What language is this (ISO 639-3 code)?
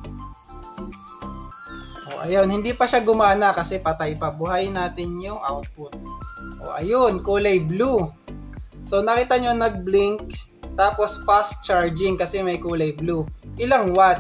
fil